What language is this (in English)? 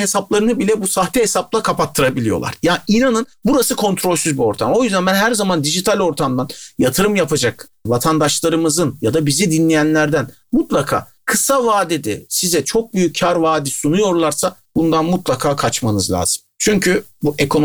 Turkish